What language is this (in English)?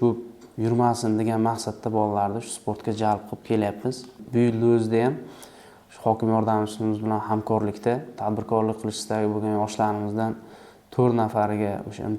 Uzbek